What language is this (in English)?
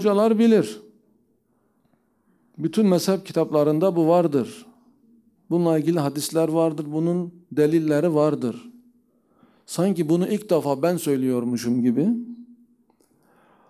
Turkish